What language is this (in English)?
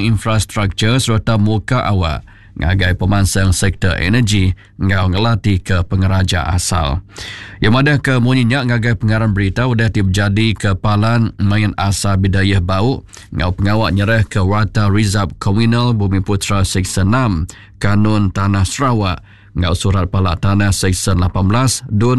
Iban